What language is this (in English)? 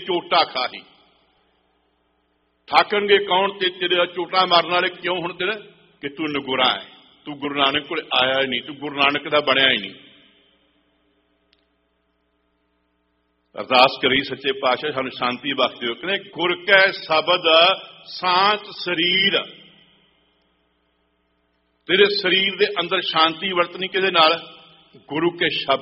Punjabi